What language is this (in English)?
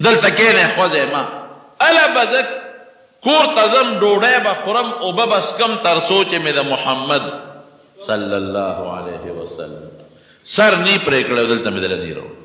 Pashto